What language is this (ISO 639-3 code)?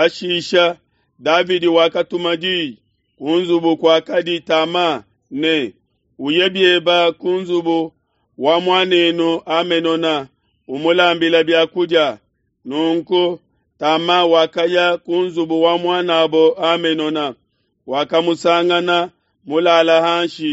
lua